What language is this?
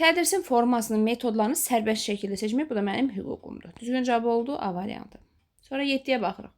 Azerbaijani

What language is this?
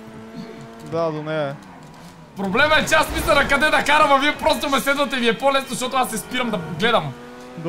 Bulgarian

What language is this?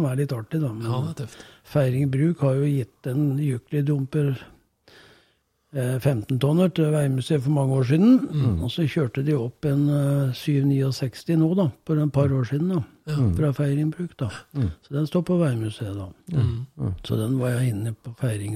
Norwegian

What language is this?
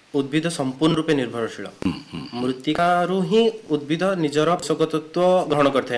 Odia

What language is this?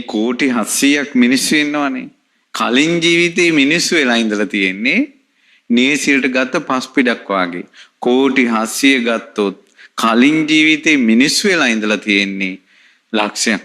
Sinhala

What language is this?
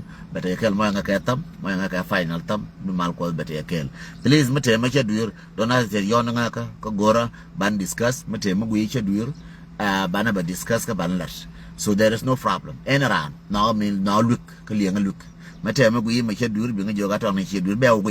Nuer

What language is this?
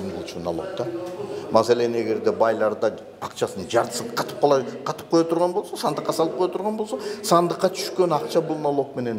Kyrgyz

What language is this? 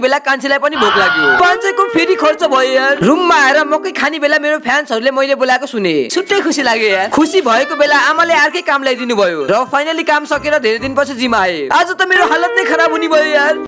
Nepali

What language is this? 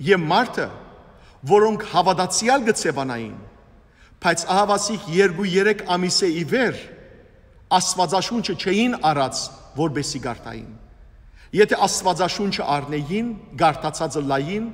Western Armenian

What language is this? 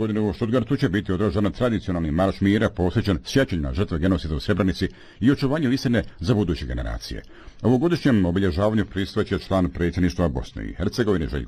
Bosnian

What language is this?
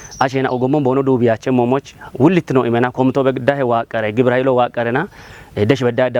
Kafa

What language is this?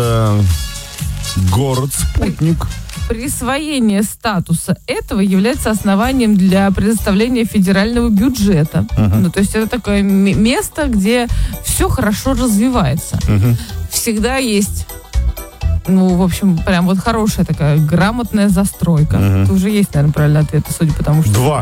Russian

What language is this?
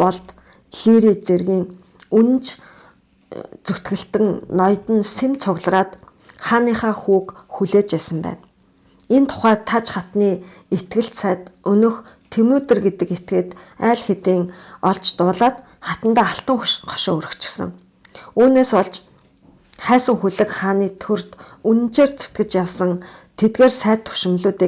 Mongolian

